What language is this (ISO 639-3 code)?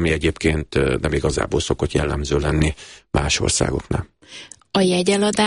hun